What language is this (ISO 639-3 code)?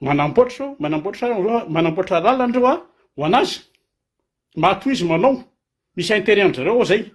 mlg